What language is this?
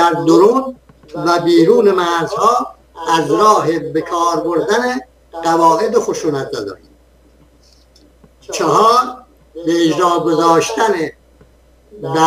Persian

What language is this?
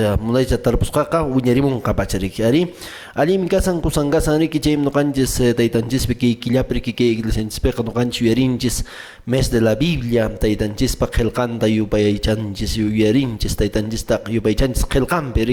Quechua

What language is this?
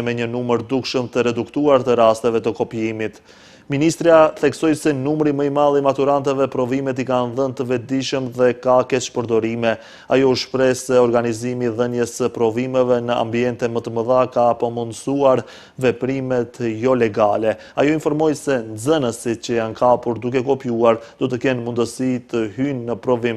Albanian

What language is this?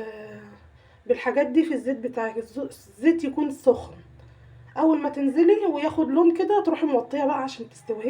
Egyptian Arabic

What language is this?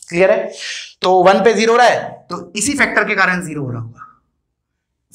Hindi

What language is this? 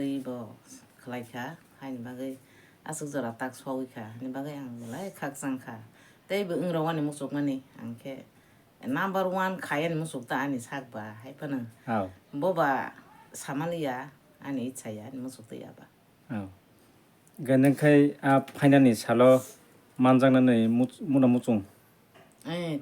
Kok Borok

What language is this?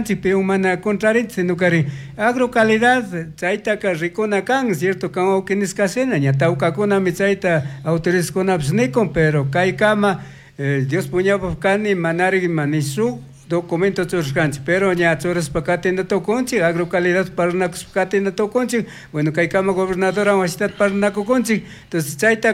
Chimborazo Highland Quichua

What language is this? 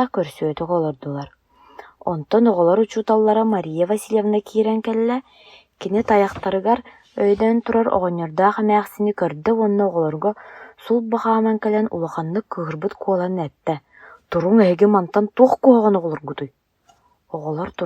Yakut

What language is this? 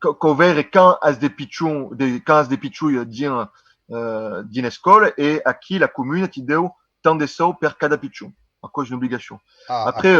Occitan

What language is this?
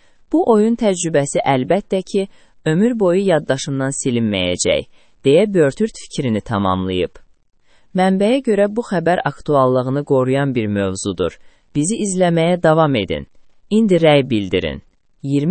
Azerbaijani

